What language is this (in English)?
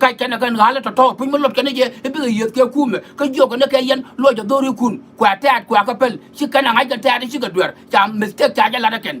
Nuer